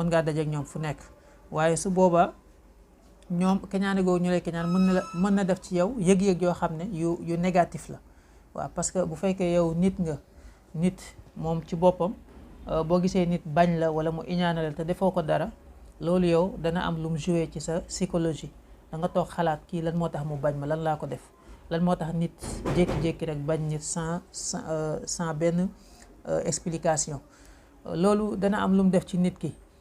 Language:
Wolof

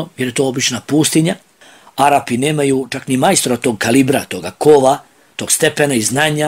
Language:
Bosnian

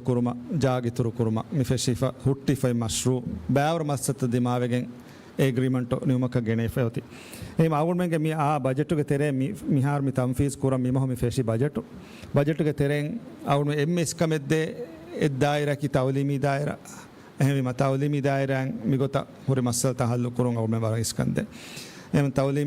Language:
Divehi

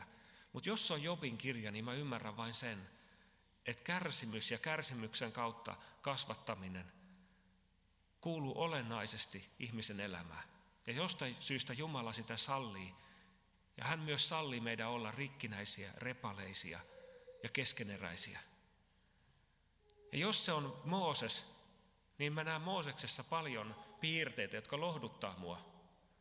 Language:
Finnish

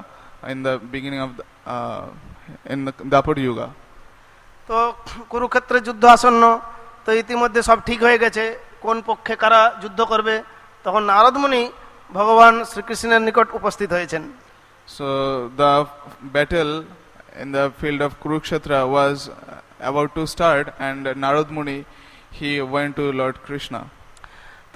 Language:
Bangla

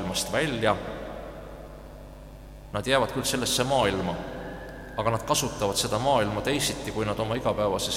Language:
Estonian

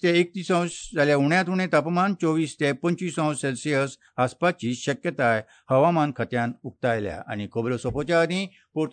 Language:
Konkani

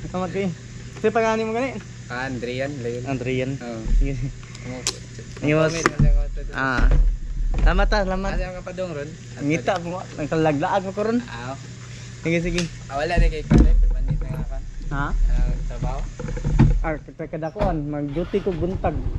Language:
Cebuano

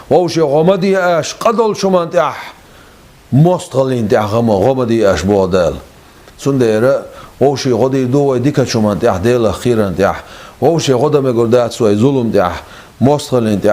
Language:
Chechen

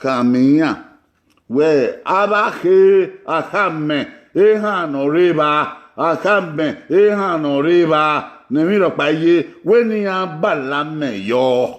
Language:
Bini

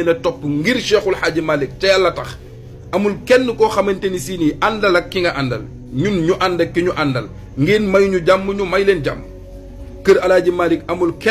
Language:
Wolof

